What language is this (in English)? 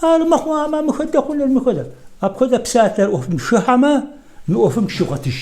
Kabardian